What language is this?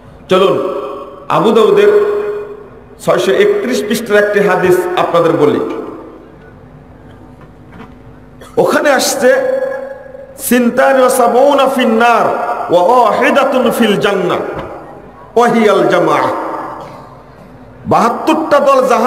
Bangla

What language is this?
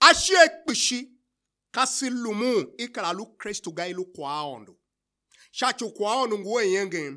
Tiv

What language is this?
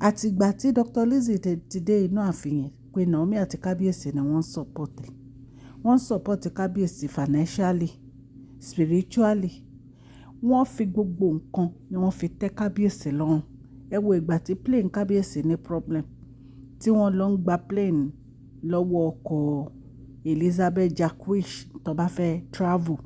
Yoruba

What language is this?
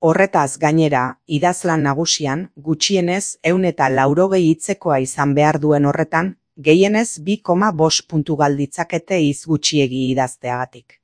Basque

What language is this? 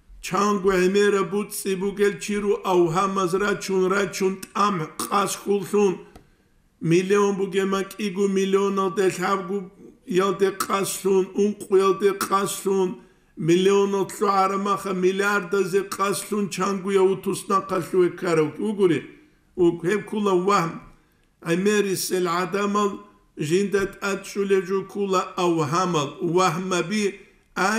Avaric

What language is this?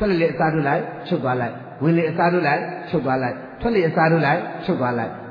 Burmese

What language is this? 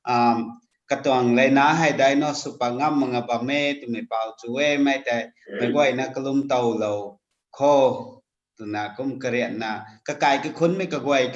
Rongmei Naga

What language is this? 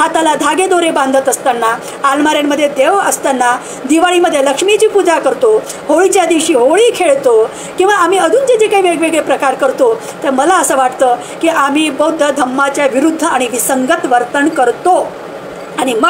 Marathi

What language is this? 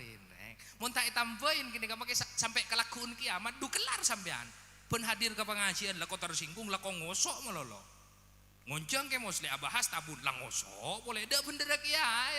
Madurese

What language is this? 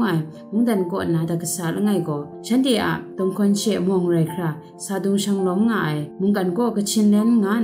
Kachin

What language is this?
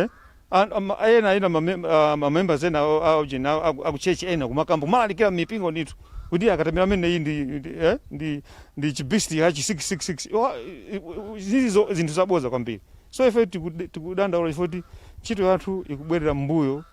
Nyanja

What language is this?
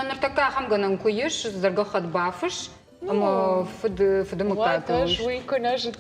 Ossetic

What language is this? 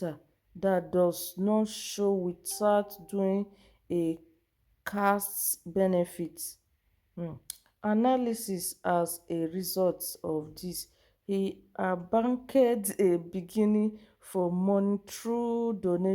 Nigerian Pidgin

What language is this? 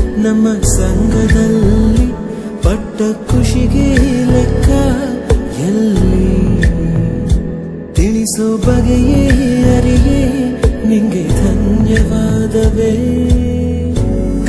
Kannada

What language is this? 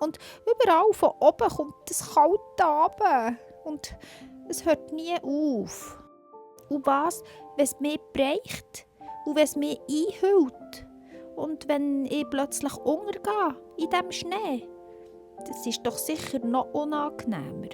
Swiss German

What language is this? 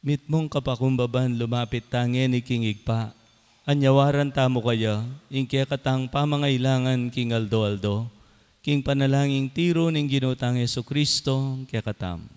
Pampanga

